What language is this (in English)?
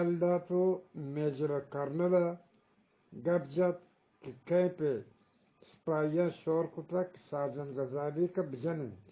Eastern Balochi